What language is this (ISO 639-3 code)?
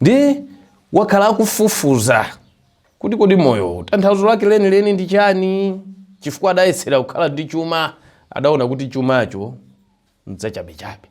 nya